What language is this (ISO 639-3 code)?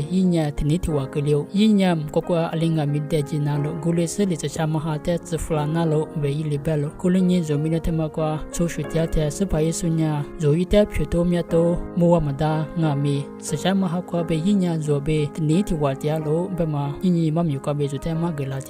lis